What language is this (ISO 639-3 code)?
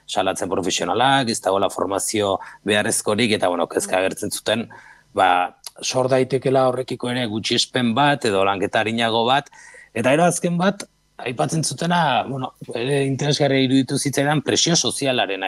eus